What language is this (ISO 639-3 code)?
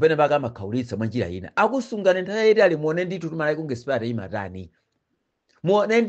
nya